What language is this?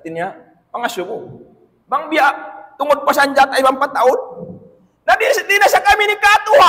Tausug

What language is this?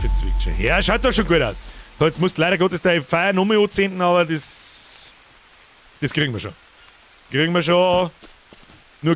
Bavarian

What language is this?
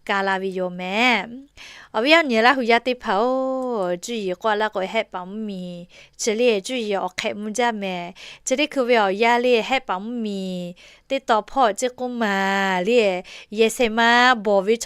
Lahu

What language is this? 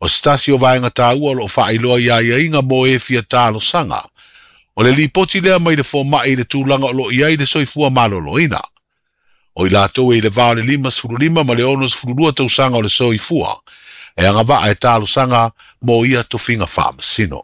Samoan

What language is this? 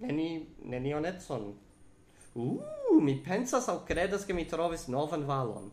Esperanto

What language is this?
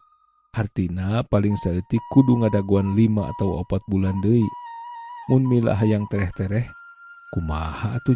Sundanese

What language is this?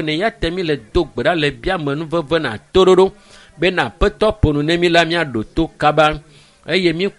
Ewe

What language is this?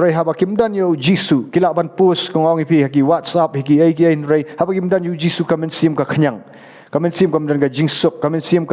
Khasi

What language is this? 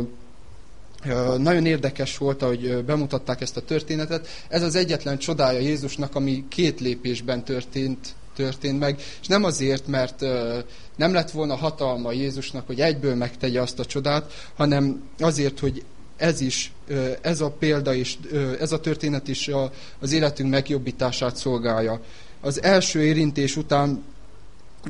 Hungarian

